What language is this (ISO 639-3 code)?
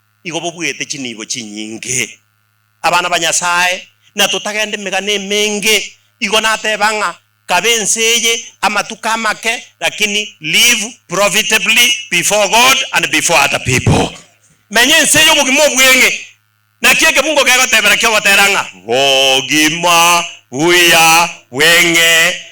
guz